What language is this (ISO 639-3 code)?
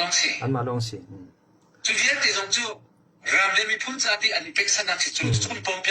cfm